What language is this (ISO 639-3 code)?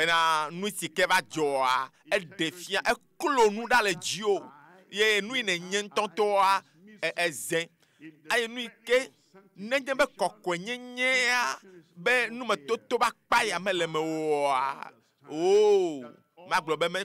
ewe